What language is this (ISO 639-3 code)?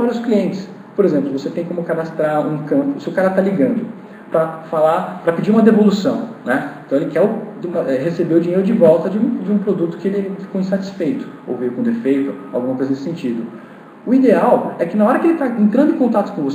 por